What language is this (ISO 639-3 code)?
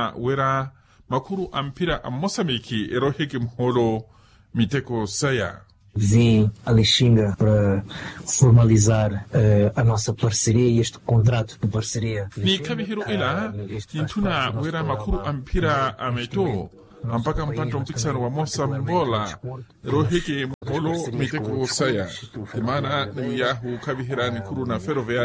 vmw